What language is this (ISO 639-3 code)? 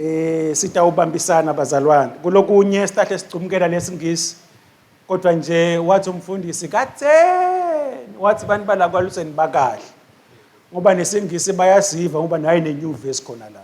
ssw